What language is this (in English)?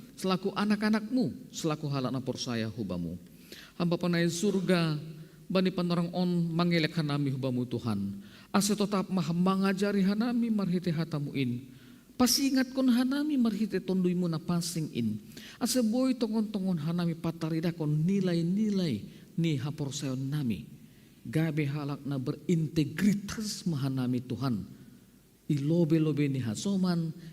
Batak Simalungun